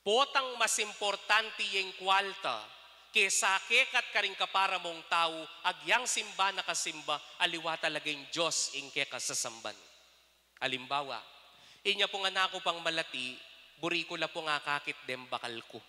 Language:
Pampanga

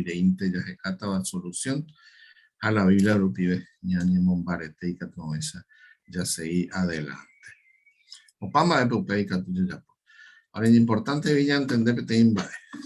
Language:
Guarani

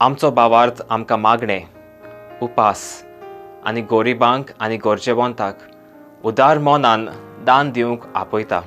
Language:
Konkani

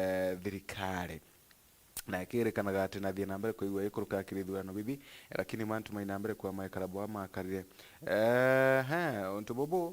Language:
Meru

